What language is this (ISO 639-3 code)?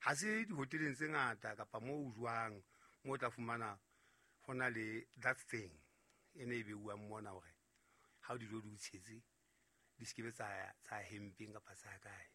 sot